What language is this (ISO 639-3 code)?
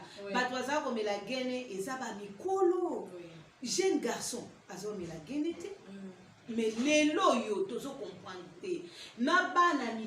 lin